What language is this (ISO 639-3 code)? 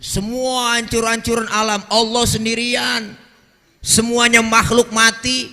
bew